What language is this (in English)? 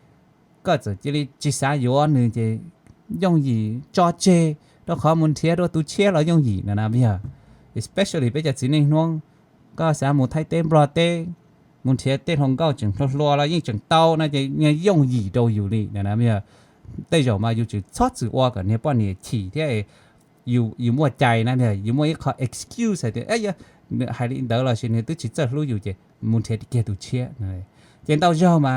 Hmong